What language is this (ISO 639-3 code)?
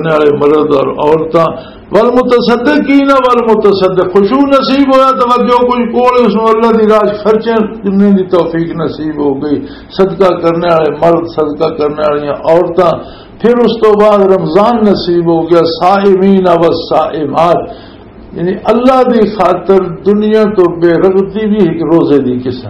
lah